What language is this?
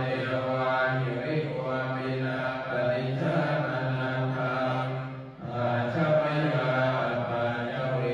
Pali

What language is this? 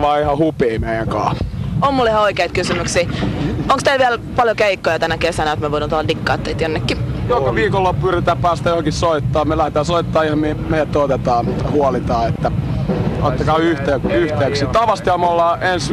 Finnish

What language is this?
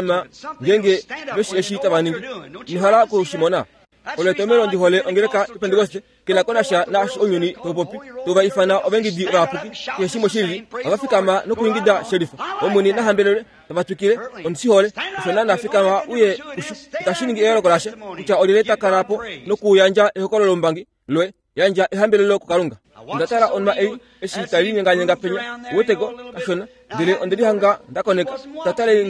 Kuanyama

